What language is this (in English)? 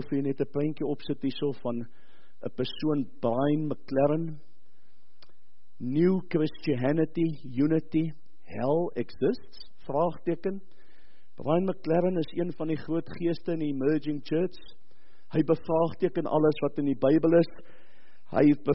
Afrikaans